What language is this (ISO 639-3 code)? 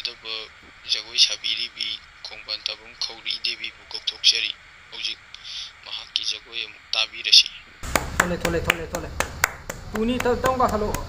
mni